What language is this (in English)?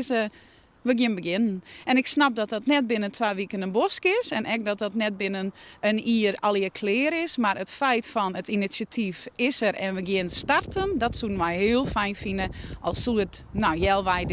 Western Frisian